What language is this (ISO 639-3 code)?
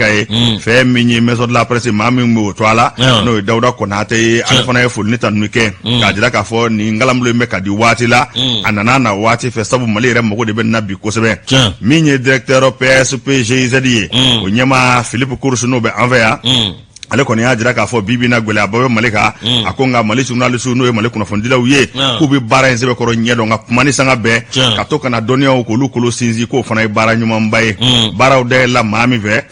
bam